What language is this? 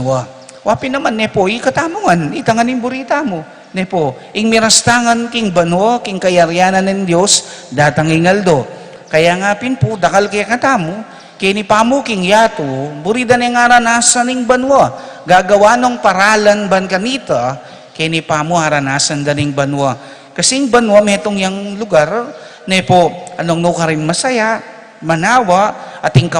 Pampanga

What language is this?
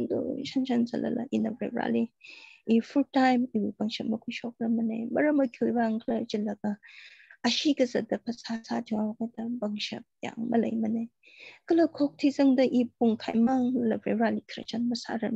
Tangkhul Naga (India)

